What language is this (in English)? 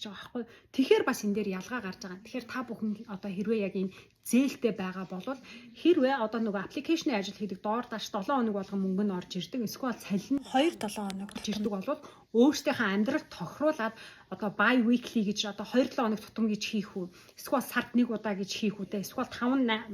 Mongolian